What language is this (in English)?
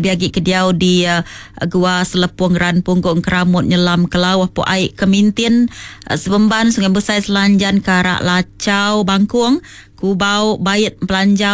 Iban